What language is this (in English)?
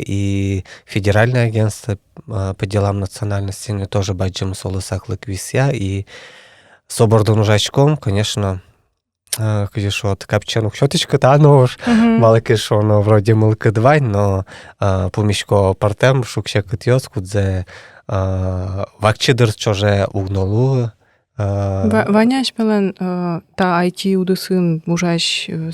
Udmurt